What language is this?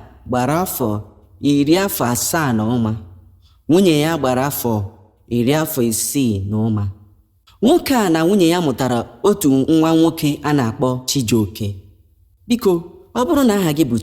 Igbo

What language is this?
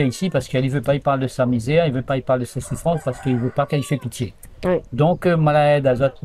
Réunion Creole French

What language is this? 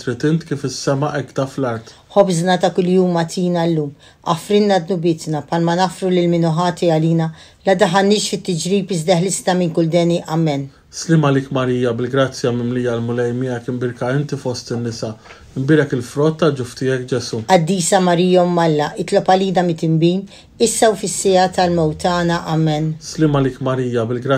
Maltese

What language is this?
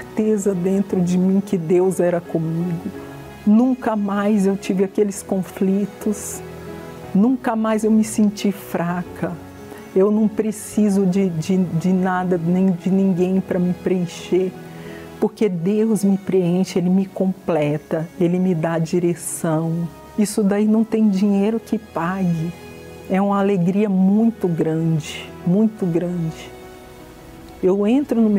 Portuguese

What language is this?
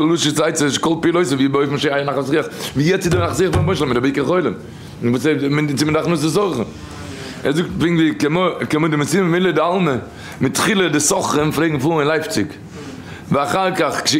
Yiddish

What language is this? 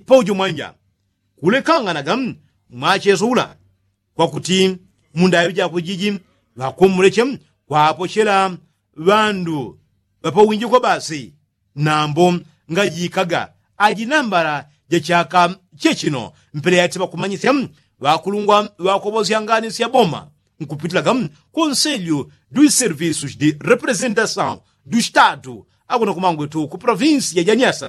Yao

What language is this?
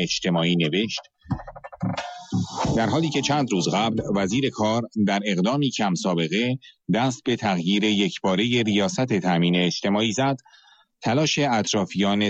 Persian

